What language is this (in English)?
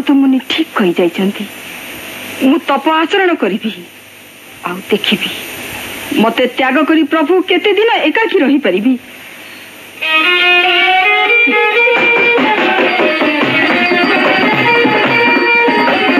Odia